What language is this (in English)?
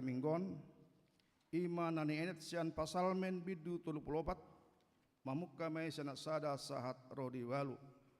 Batak Toba